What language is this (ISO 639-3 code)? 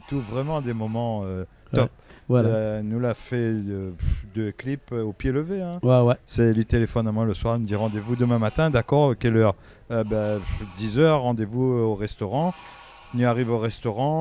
rcf